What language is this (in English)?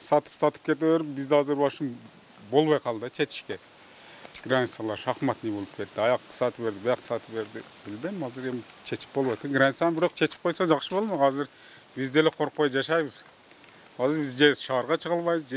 Kyrgyz